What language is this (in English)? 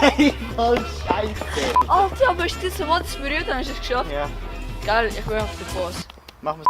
Swiss German